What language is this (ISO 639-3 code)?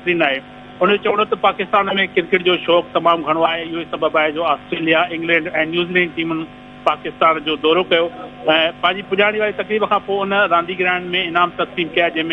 snd